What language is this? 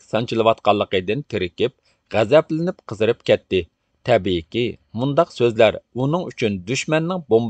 Uyghur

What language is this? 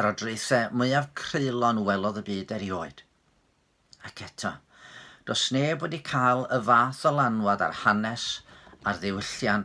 Welsh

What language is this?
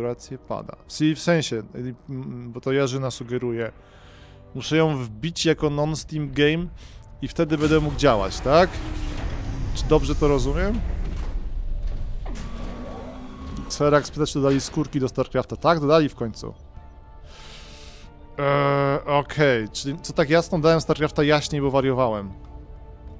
Polish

